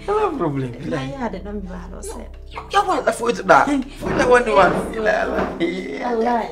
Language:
Pular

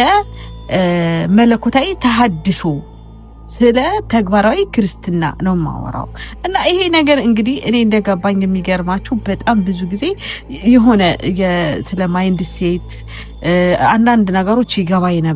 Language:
Amharic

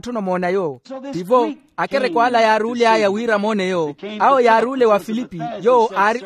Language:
Makhuwa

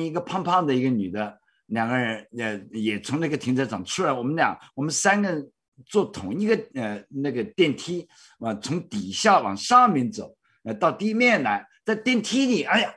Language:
Chinese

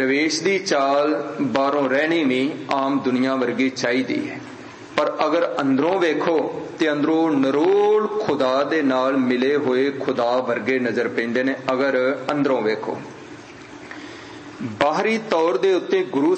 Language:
Punjabi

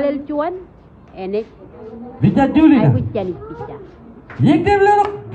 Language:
Marshallese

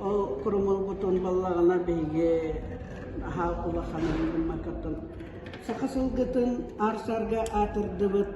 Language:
Yakut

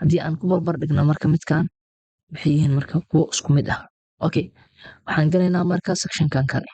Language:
Somali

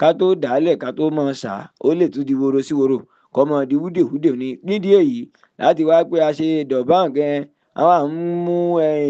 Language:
Yoruba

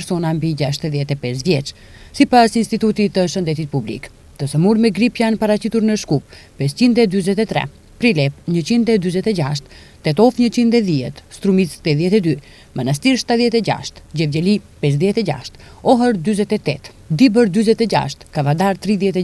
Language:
Albanian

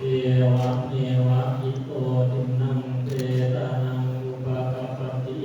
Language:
Pali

